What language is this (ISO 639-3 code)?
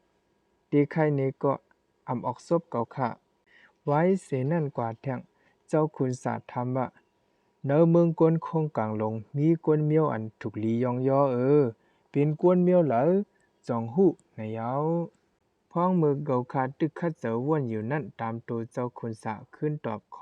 shn